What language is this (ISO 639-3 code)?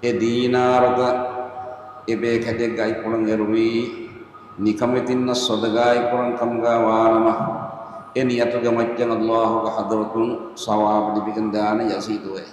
div